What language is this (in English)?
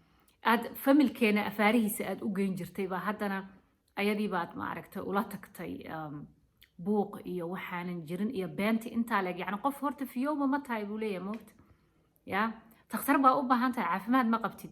Somali